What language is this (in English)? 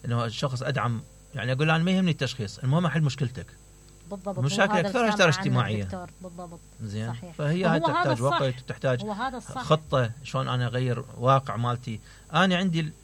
Mesopotamian Arabic